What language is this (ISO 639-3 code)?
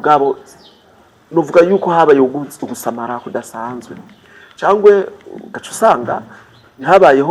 run